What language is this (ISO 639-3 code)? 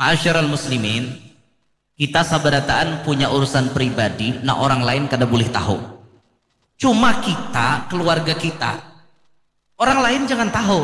bjn